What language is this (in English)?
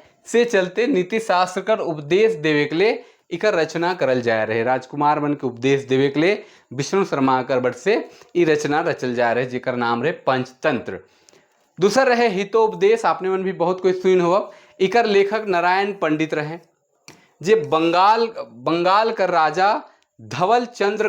Sadri